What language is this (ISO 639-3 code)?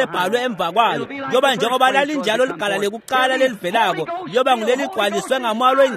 ssw